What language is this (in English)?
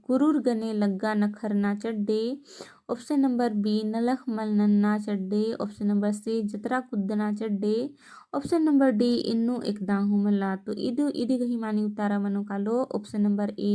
Kurukh